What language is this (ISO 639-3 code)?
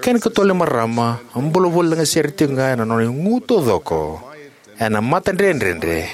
fij